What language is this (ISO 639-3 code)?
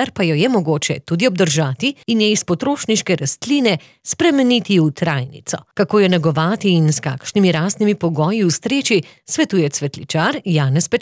slv